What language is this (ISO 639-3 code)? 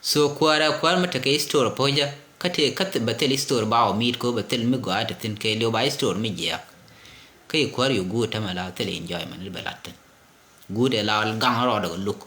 nus